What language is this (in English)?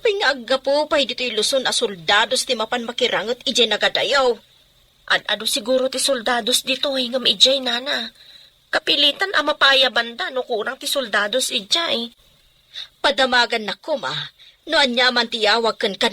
Iloko